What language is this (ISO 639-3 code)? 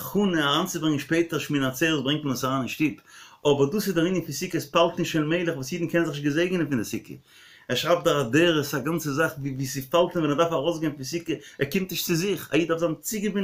yid